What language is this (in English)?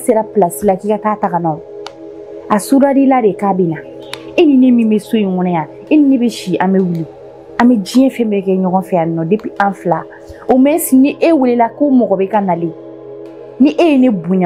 Bambara